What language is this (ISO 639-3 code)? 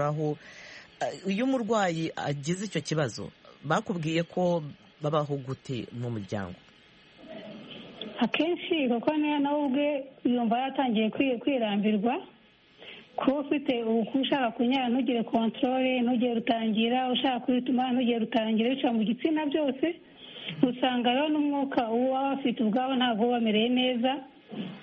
kin